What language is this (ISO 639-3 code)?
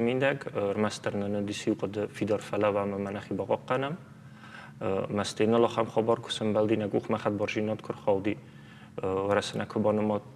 oss